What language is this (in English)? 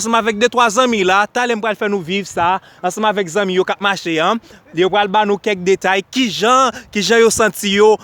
Haitian Creole